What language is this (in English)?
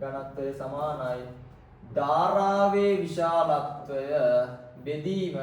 Sinhala